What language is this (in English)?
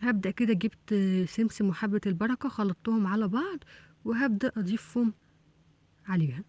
Egyptian Arabic